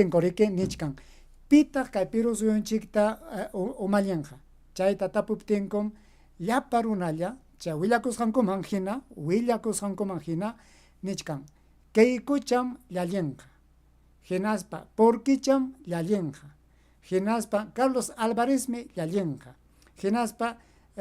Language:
Ayacucho Quechua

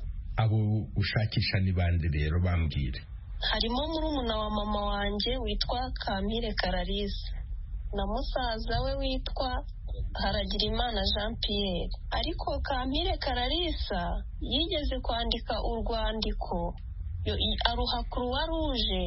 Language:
Kinyarwanda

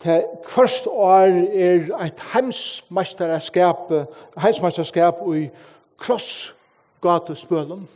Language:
Faroese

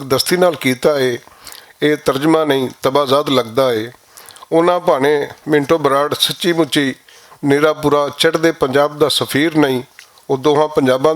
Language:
Western Panjabi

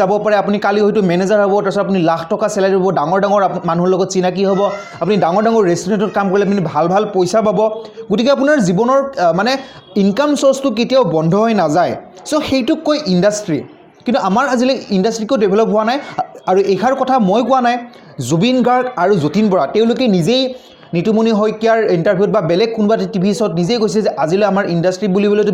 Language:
Assamese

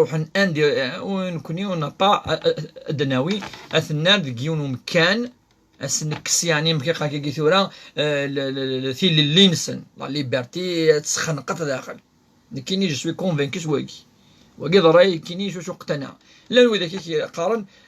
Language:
Kabyle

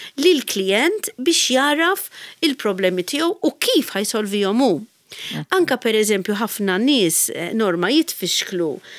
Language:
Maltese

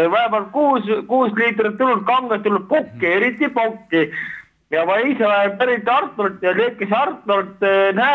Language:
Estonian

